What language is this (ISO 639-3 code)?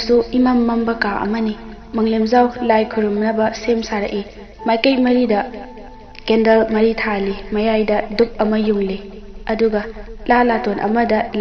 mni